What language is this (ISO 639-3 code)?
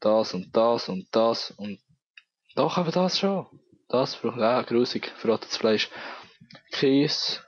gsw